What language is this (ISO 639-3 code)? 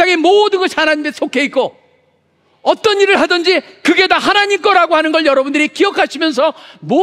kor